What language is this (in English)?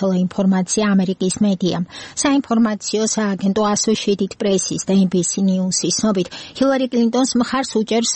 Georgian